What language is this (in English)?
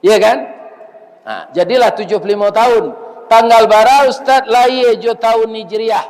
Minangkabau